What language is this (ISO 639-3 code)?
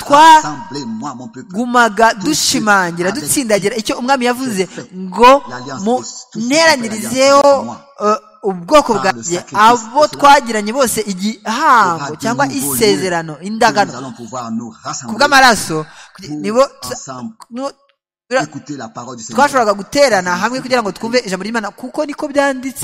kin